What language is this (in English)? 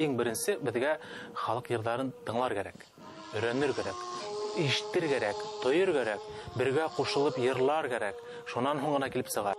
Bashkir